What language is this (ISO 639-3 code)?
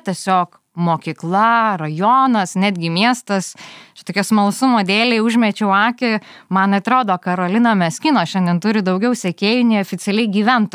lit